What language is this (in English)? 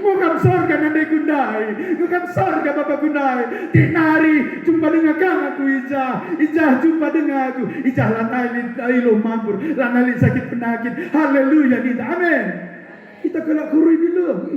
Batak Karo